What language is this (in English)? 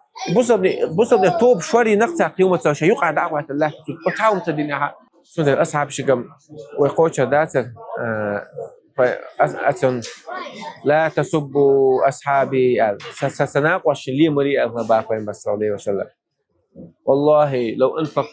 Chechen